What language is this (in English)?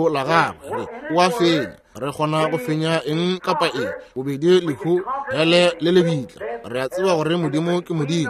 Northern Sotho